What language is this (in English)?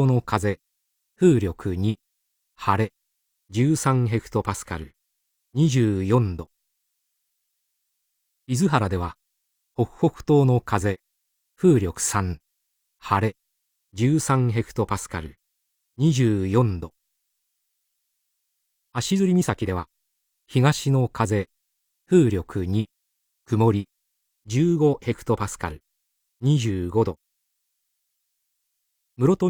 Japanese